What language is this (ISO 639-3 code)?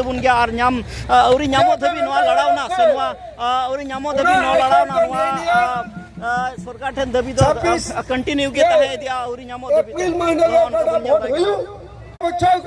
sat